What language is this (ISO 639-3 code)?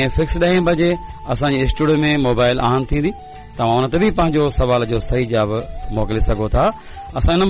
snd